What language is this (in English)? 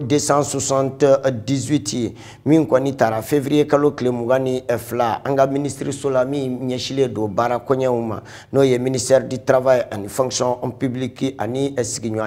Bambara